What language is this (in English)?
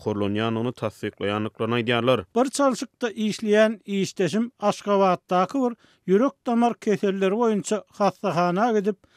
Turkmen